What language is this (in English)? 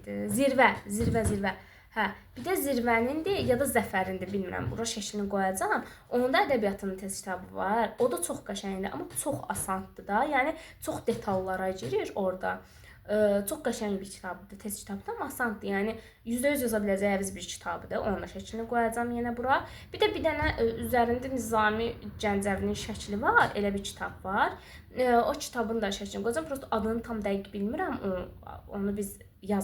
Azerbaijani